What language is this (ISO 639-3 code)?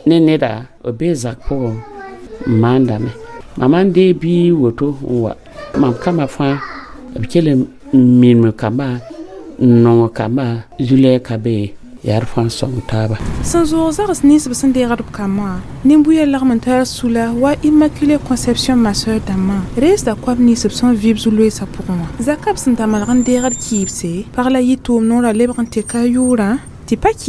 mos